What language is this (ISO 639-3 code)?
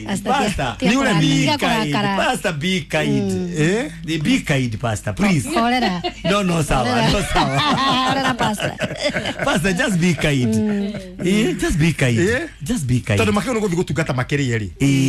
kik